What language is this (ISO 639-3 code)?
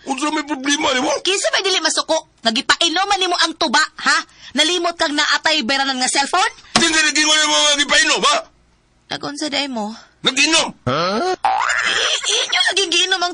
ceb